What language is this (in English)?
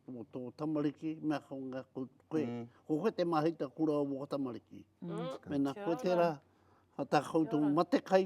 Māori